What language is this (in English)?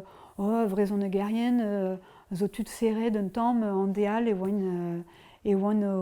Breton